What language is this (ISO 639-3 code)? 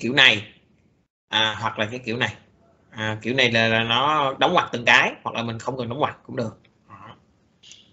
vie